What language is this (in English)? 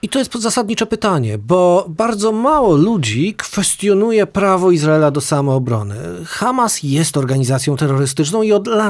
Polish